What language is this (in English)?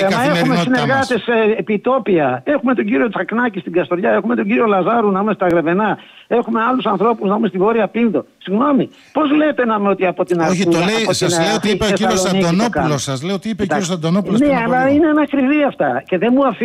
Greek